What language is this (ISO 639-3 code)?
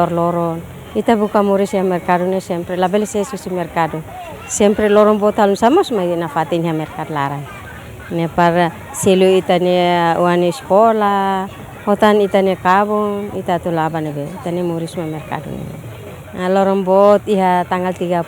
tet